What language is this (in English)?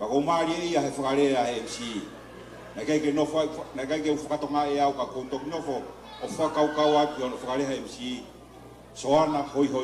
Tongan